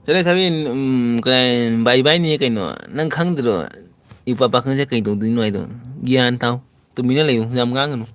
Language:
Manipuri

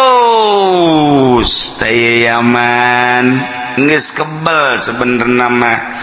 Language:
Sundanese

